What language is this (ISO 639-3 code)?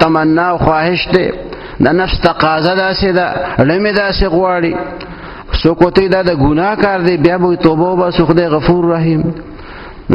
pus